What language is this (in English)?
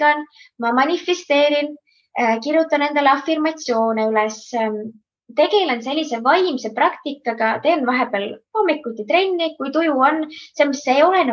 Estonian